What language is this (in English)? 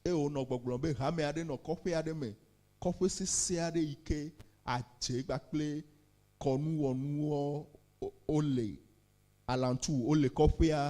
Ewe